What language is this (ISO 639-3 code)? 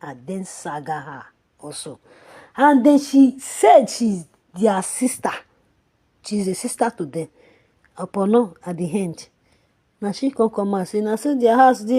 pcm